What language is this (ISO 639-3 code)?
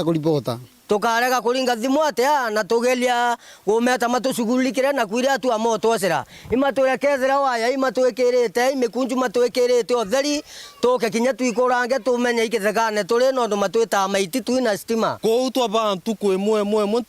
mer